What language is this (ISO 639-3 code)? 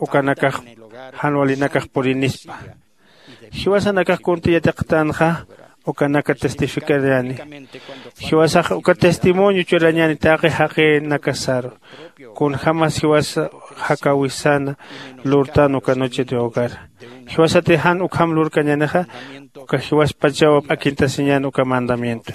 aym